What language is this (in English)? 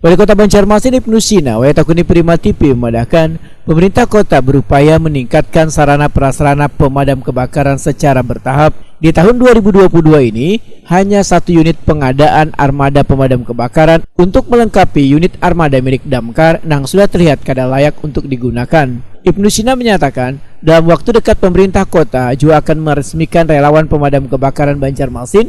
Banjar